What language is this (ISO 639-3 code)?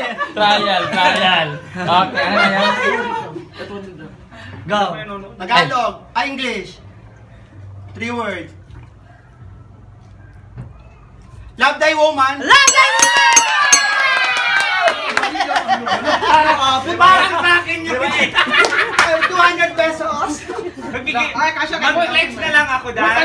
fil